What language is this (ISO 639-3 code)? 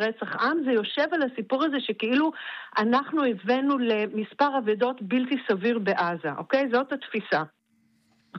heb